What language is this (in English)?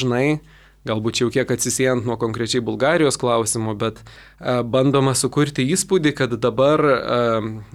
Lithuanian